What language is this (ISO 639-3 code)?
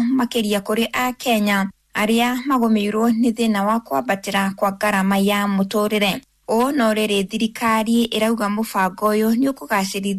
kik